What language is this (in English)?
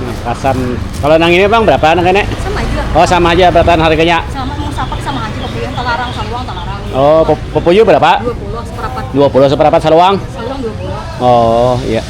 Banjar